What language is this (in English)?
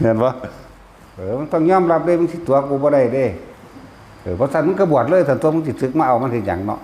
Northeastern Thai